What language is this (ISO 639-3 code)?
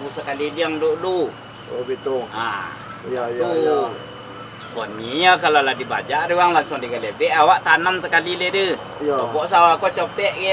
min